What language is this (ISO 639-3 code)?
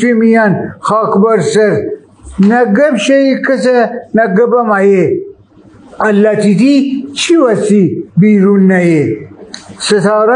glk